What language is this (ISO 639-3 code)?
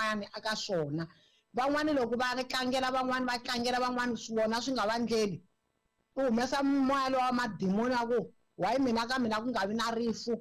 tso